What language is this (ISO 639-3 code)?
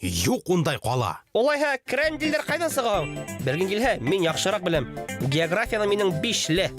bak